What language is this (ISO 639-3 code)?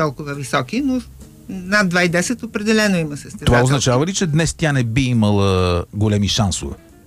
bul